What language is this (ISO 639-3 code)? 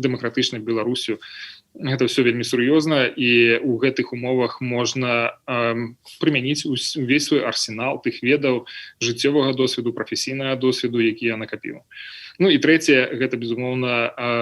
bel